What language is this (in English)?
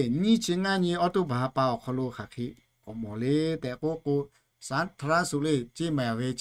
Lahu